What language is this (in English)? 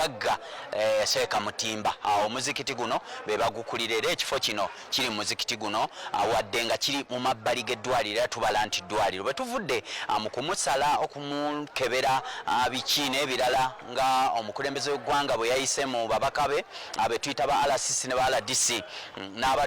Ganda